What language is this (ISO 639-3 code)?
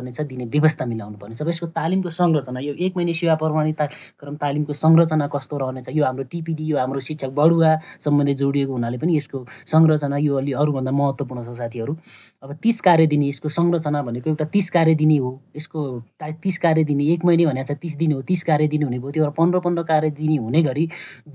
nep